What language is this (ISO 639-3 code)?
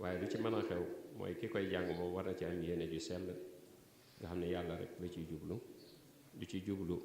wol